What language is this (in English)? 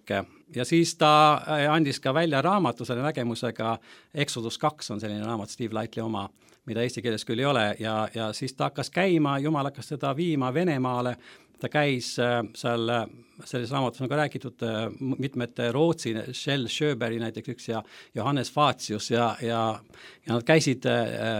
Estonian